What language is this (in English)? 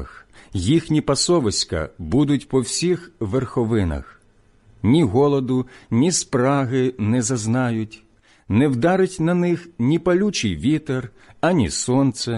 Ukrainian